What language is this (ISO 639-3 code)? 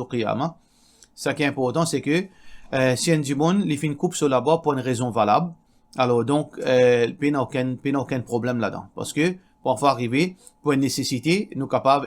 mfe